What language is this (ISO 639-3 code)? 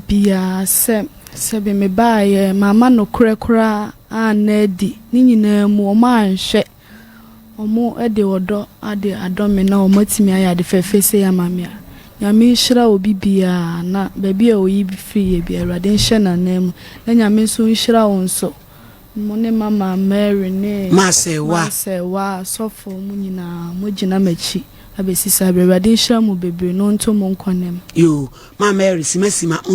aka